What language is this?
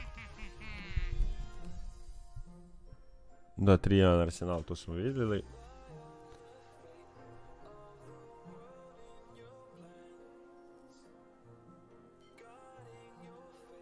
Croatian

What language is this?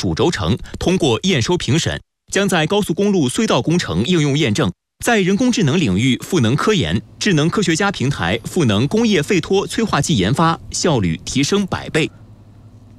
Chinese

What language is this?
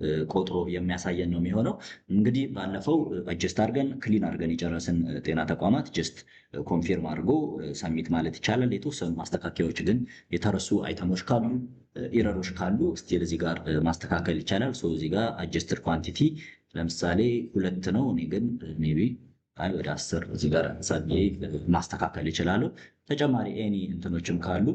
Amharic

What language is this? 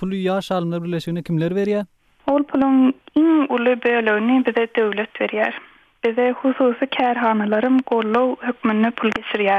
Turkmen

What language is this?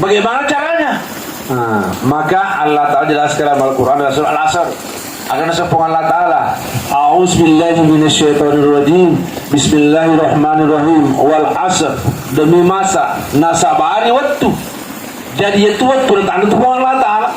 Buginese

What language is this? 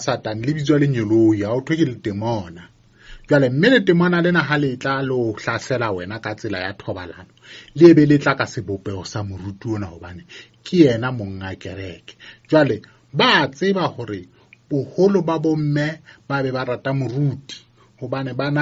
Southern Sotho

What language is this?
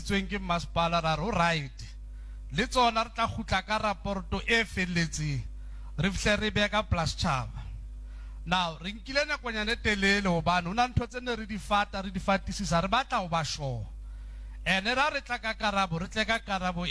Southern Sotho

